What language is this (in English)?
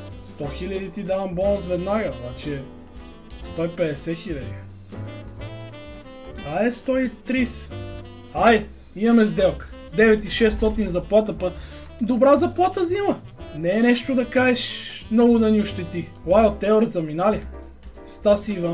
Bulgarian